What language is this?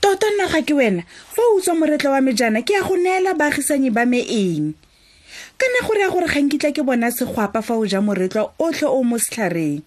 Tswana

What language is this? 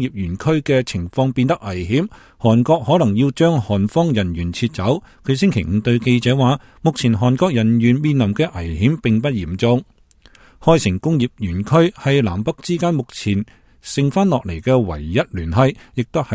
Cantonese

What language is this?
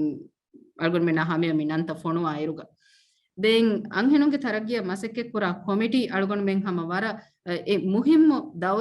Divehi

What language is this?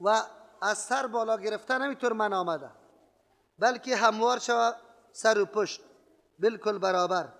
Persian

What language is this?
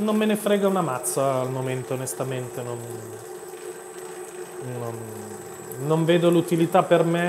Italian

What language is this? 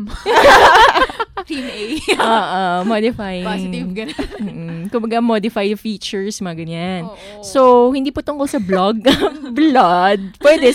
Filipino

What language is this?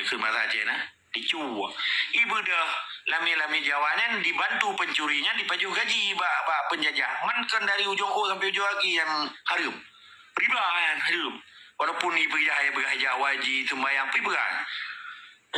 Achinese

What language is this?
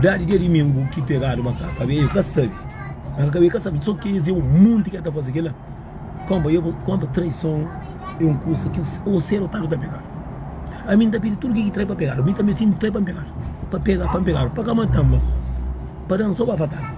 Kabuverdianu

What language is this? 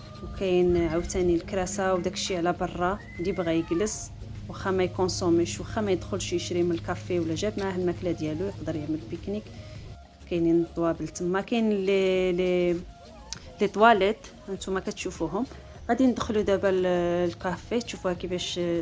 Moroccan Arabic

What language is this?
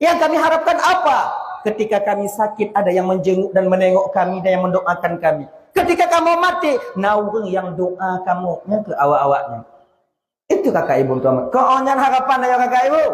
Achinese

